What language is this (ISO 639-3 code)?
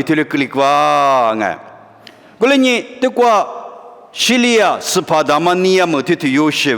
lis